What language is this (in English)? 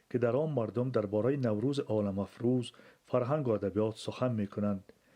Persian